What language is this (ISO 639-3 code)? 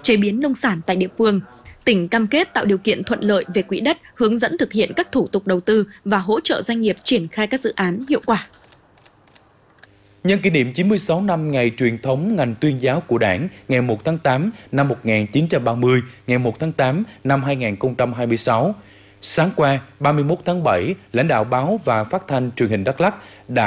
vie